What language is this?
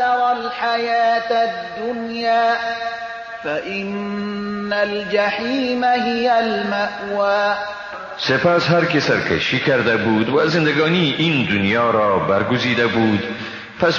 Persian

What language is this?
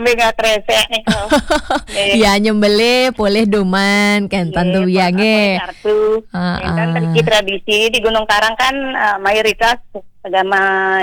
Balinese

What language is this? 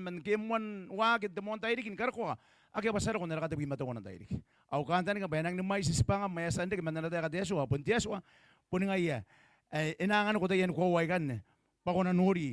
Gilbertese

